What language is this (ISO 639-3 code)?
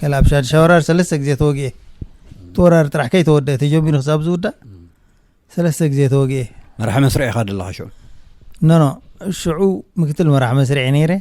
tir